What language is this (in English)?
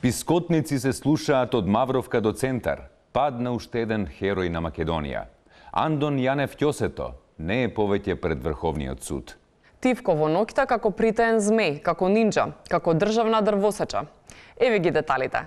Macedonian